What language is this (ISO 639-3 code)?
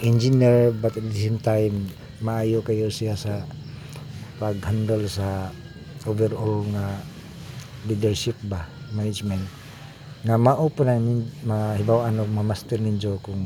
ceb